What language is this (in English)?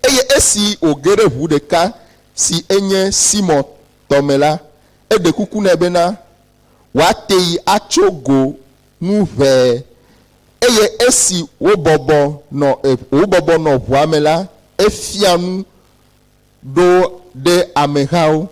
Ewe